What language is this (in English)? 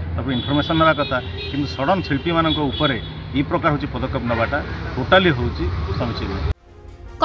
Odia